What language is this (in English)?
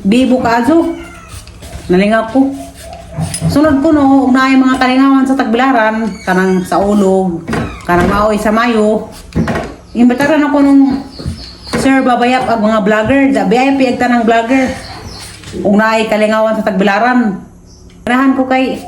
Cebuano